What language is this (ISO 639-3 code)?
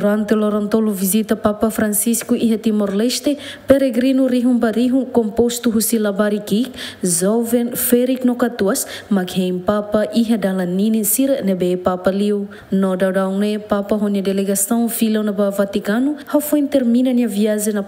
tet